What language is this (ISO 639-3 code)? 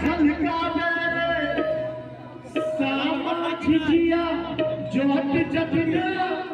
mai